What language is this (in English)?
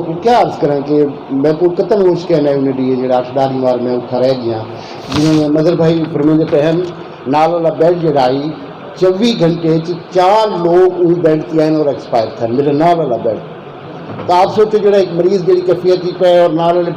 Saraiki